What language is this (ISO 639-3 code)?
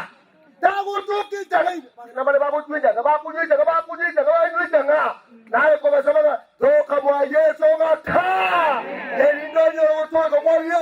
guz